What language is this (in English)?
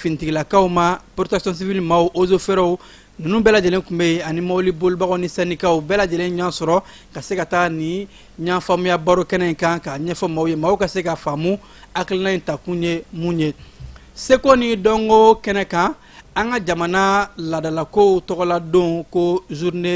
Bambara